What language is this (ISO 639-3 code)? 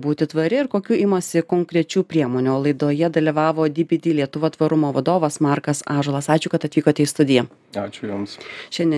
lit